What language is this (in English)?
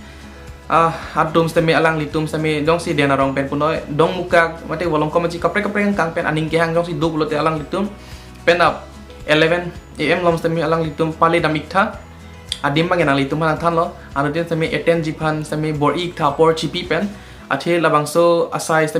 Karbi